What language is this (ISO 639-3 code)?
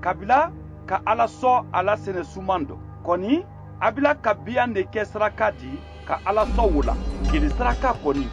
man